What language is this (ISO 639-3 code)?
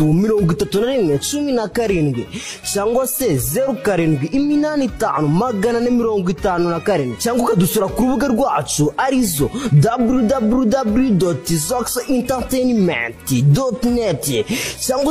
kin